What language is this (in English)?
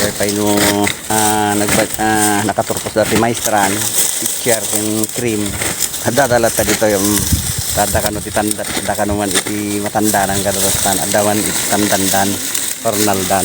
Iloko